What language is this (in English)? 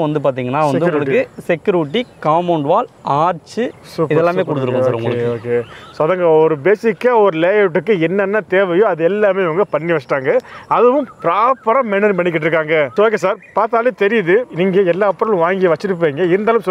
Tamil